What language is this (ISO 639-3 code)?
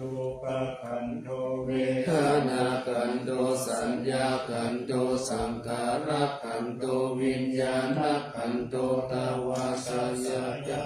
pli